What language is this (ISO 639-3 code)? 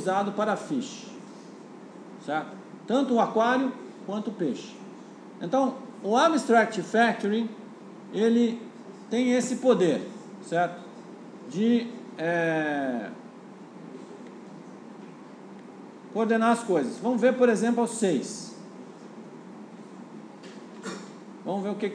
por